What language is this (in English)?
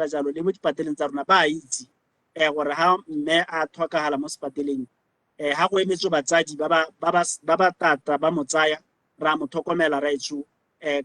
Tswana